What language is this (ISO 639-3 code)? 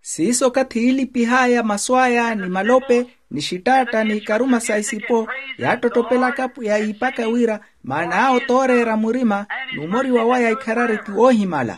vmw